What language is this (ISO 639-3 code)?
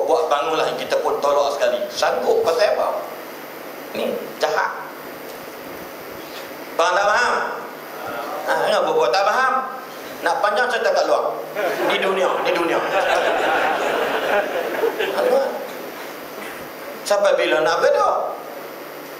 msa